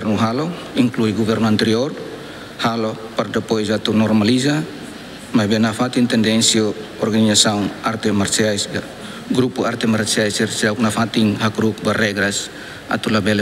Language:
Tetum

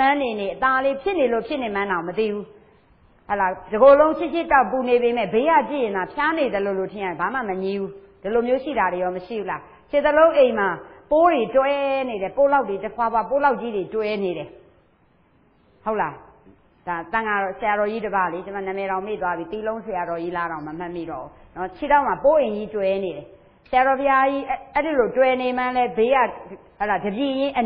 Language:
Burmese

